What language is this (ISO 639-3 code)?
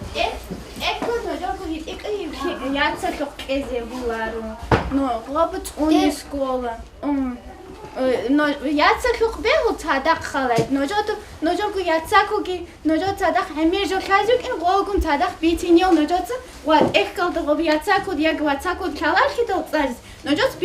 ava